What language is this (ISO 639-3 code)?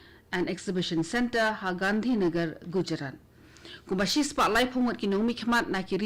kha